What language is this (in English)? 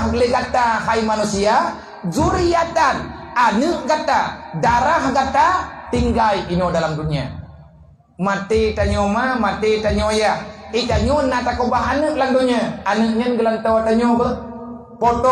Achinese